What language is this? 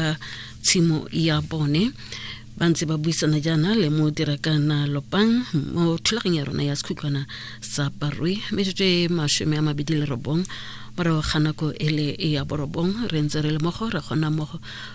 Tswana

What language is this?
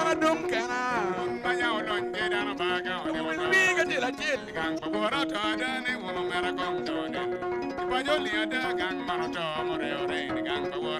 Acoli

